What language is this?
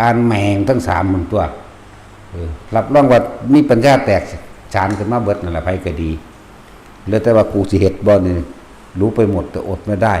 Northeastern Thai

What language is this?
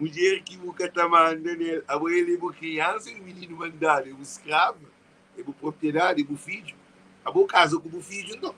Kabuverdianu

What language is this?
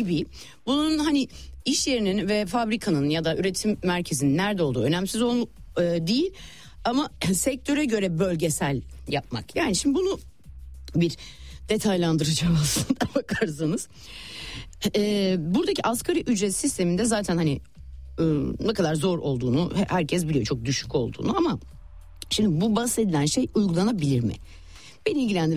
Turkish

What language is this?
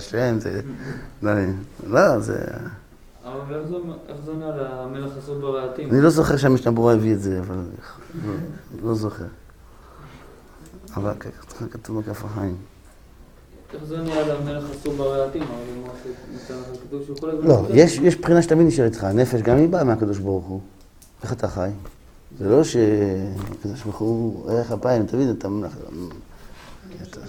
Hebrew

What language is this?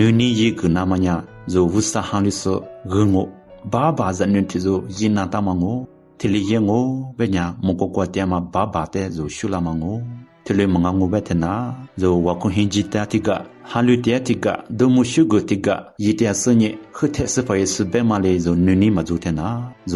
Lisu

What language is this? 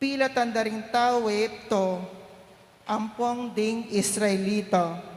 Pampanga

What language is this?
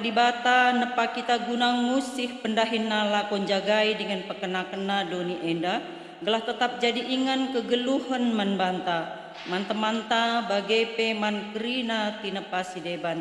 Batak Karo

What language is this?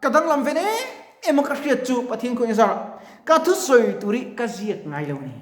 Mizo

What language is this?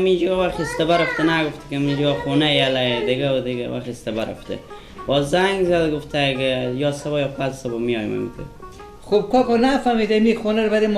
Persian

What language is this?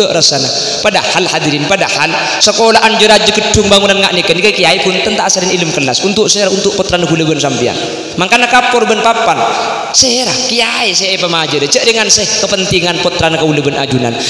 Madurese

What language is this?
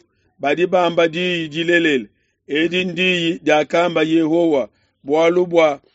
Luba-Lulua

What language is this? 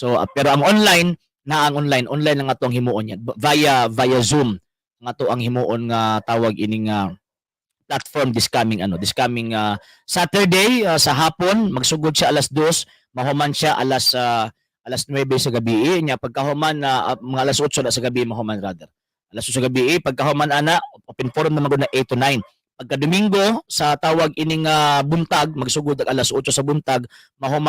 Cebuano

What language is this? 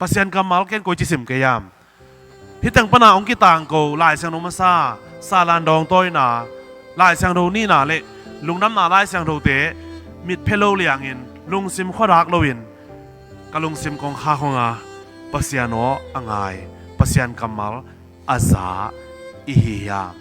Tedim Chin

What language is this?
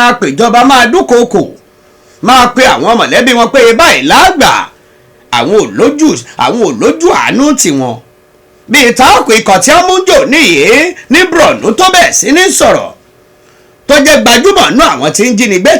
Yoruba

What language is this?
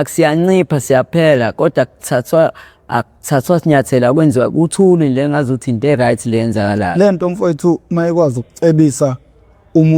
Zulu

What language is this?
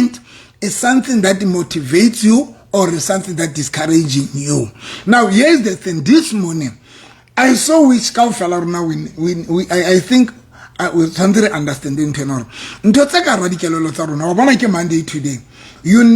Southern Sotho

